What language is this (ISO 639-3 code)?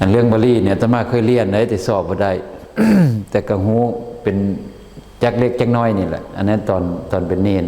lao